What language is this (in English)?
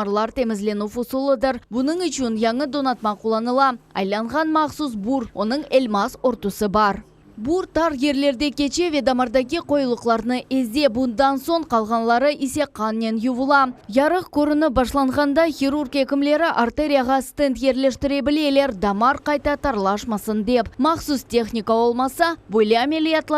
Crimean Tatar